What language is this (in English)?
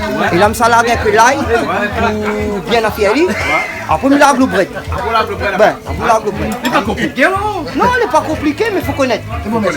Réunion Creole French